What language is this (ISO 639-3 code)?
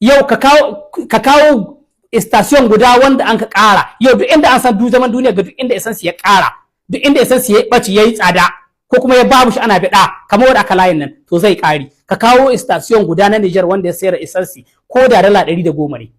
hau